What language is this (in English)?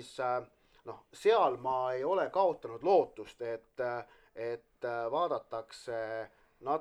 Estonian